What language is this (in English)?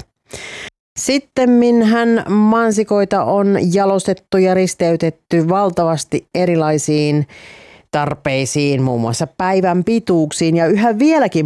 Finnish